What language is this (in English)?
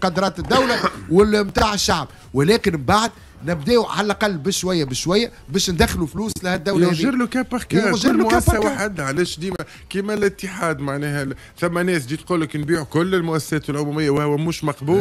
Tunisian Arabic